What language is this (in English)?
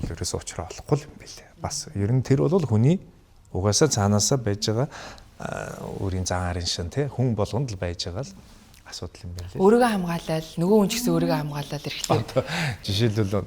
Mongolian